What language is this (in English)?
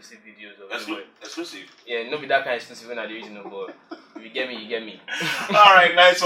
Nigerian Pidgin